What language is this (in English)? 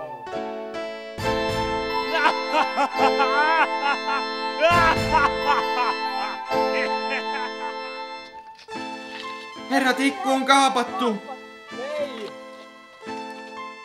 Finnish